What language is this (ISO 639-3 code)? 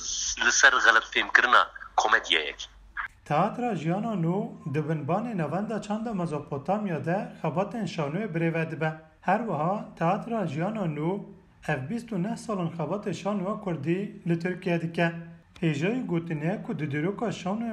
kur